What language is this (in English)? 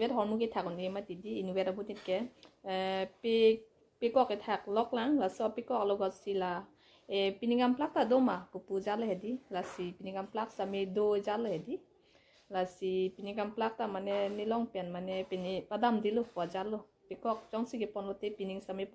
Karbi